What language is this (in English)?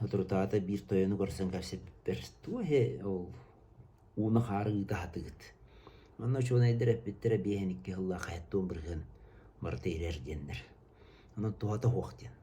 Yakut